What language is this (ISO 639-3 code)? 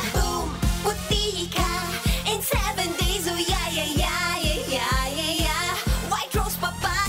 bik